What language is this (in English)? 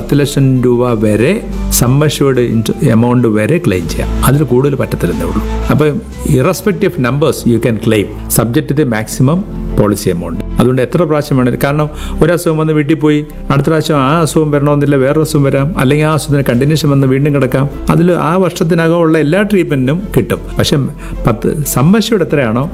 Malayalam